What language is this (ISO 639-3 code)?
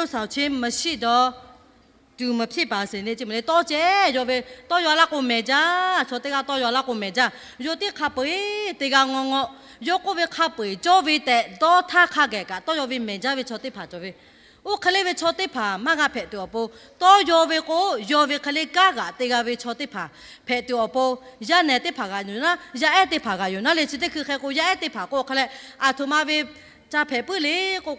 lhu